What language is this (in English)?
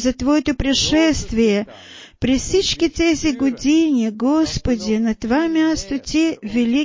Bulgarian